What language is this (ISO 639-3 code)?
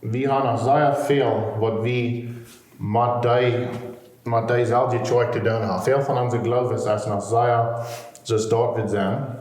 pdt